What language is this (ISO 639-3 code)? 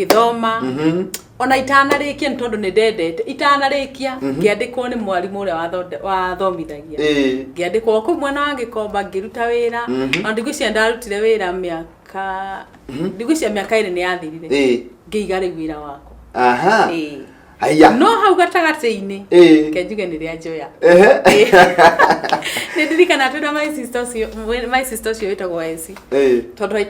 kik